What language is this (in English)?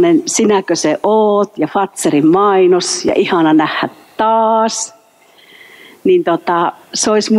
Finnish